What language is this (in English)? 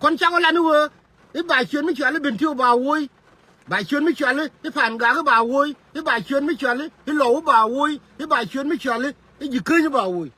Nuer